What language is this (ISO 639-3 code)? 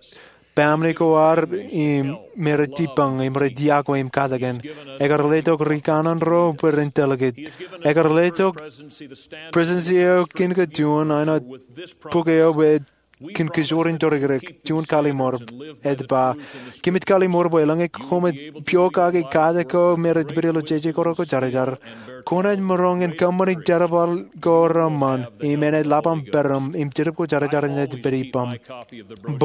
mah